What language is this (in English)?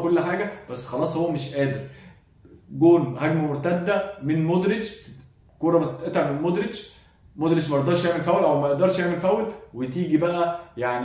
Egyptian Arabic